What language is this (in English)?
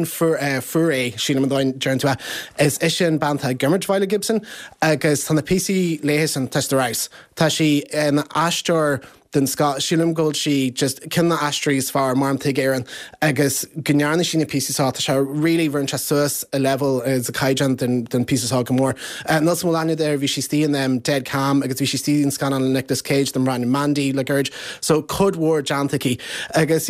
Irish